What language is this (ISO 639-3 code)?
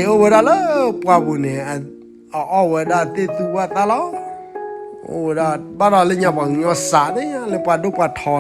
ksw